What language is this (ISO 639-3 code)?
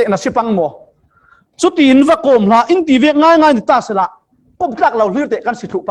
cfm